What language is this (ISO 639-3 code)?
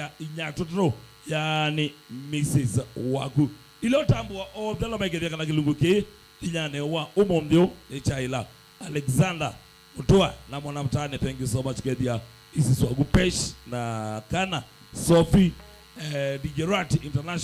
kam